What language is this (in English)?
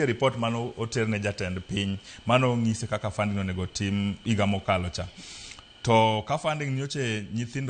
Luo (Kenya and Tanzania)